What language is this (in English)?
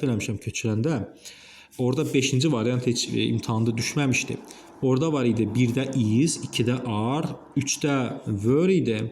Azerbaijani